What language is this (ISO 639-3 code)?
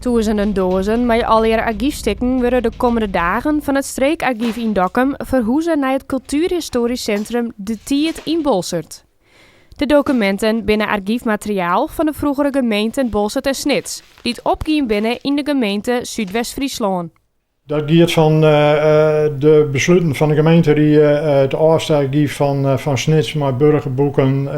fry